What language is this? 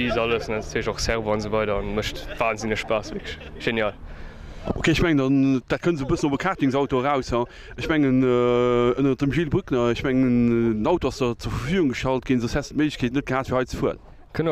Luxembourgish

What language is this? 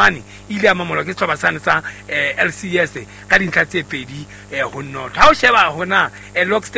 Southern Sotho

